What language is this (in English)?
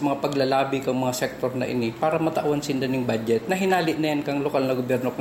Bikol